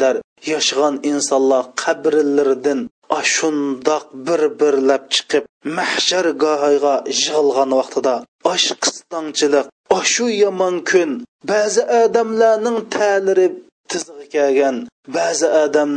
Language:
Uyghur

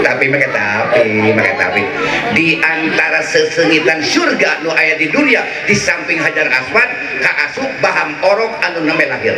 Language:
Sundanese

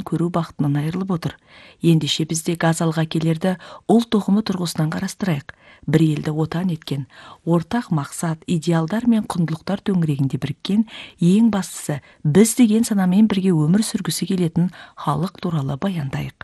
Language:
Kazakh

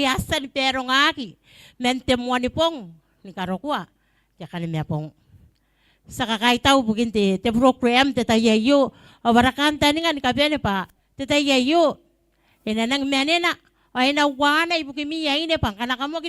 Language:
Gilbertese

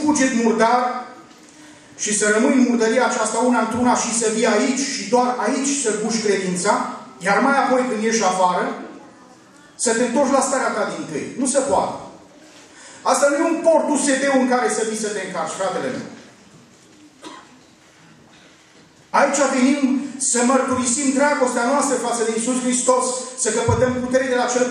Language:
Romanian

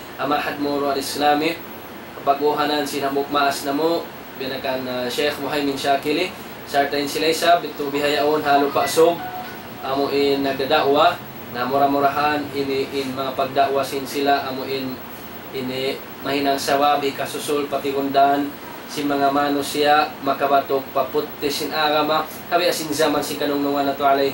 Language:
Tausug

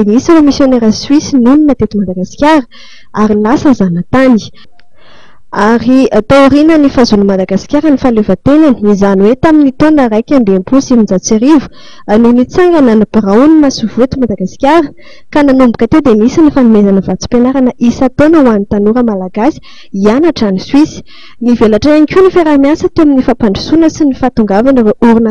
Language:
Malagasy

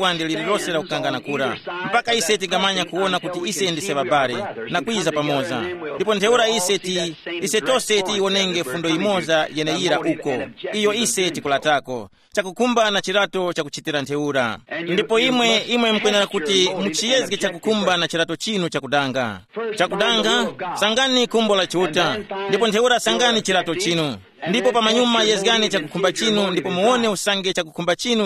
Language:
Tumbuka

